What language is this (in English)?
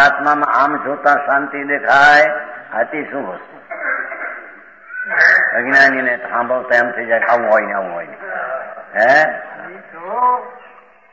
Gujarati